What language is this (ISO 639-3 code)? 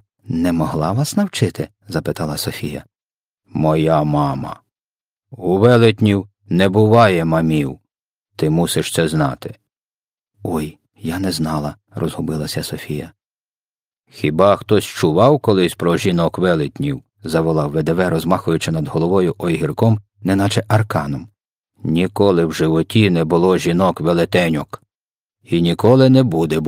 ukr